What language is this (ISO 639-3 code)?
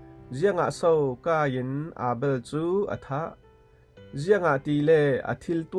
cfm